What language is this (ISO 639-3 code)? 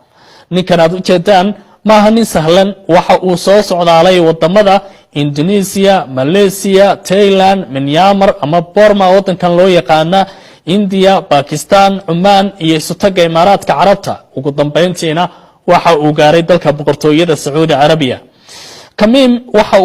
som